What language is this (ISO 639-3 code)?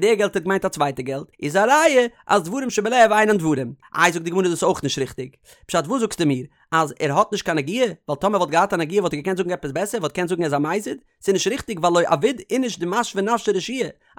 yid